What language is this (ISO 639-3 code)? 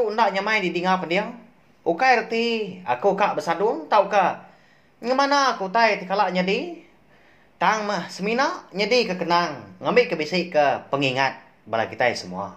iba